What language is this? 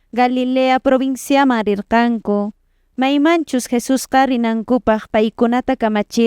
Quechua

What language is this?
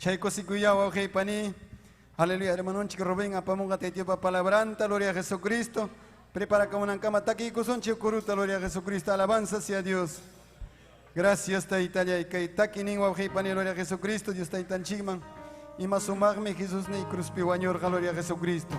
Ayacucho Quechua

